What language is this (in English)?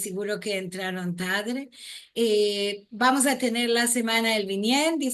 Ladino